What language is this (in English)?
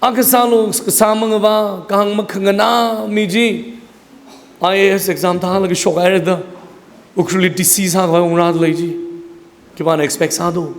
Tangkhul Naga (India)